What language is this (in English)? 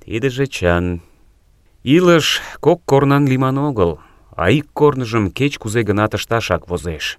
Mari